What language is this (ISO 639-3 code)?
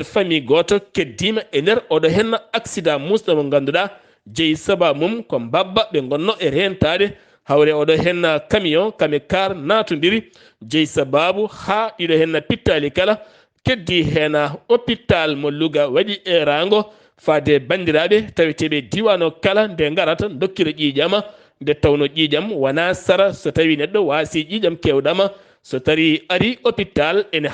ful